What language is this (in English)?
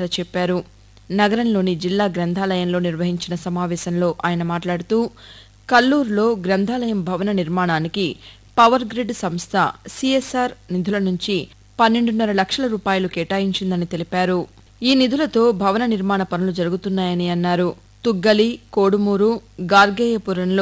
Telugu